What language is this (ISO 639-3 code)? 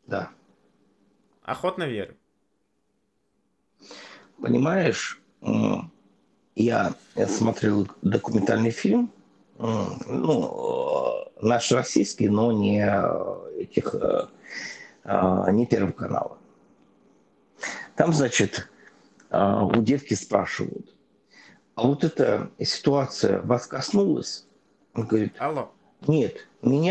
rus